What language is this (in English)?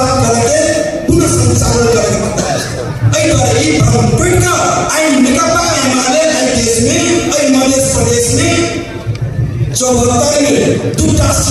Maithili